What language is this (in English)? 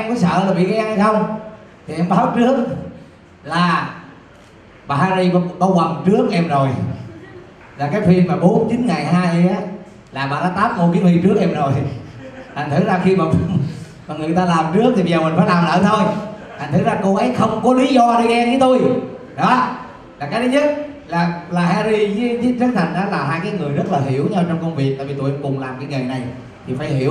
Vietnamese